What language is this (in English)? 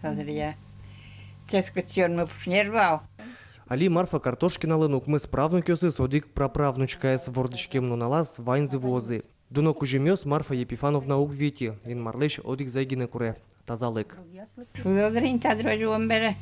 Udmurt